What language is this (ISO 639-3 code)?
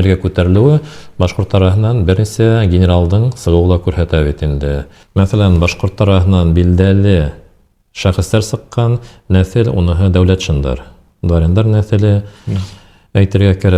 bak